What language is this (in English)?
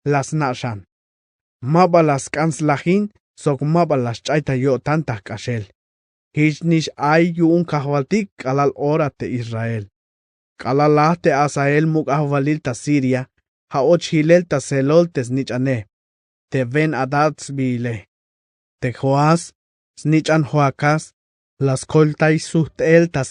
Tzeltal